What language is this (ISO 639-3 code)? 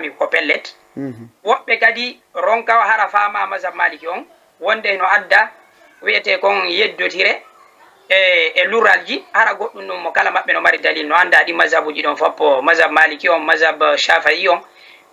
ful